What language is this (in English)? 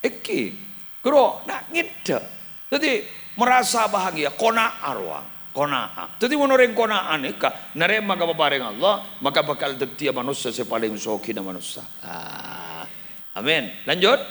Madurese